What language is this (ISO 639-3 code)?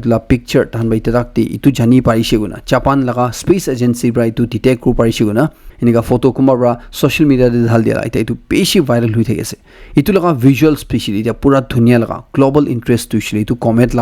nag